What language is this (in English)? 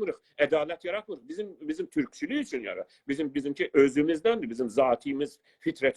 South Azerbaijani